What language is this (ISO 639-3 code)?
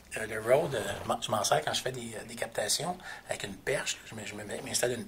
fra